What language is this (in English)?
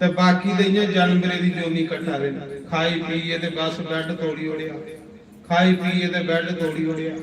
Dogri